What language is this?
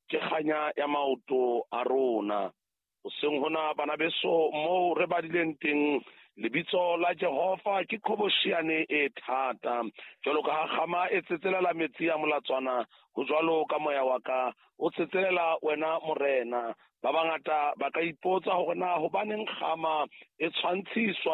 Southern Sotho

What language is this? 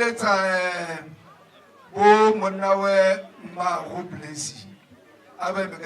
Tswana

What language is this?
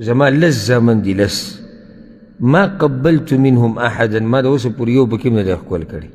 Pashto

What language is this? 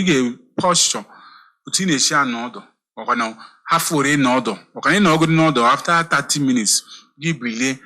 Igbo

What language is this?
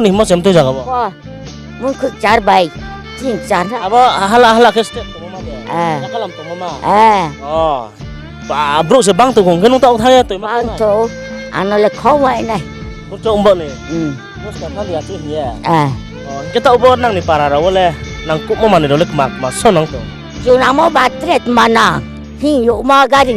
Riang (India)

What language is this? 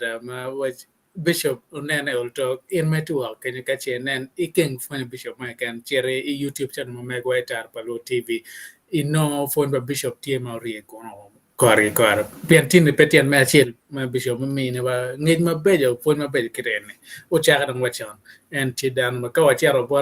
Acoli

